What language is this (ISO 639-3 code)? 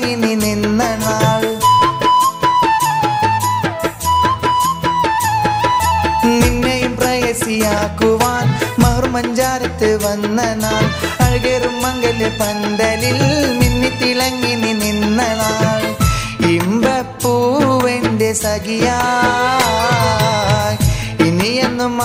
mal